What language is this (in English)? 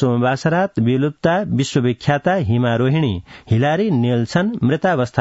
Sanskrit